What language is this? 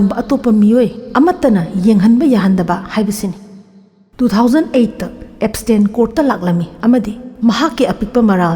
Manipuri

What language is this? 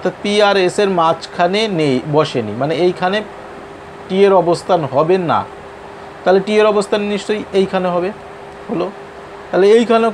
Bangla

